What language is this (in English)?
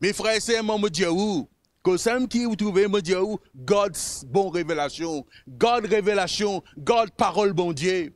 Morisyen